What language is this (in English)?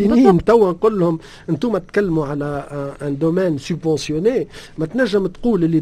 Tunisian Arabic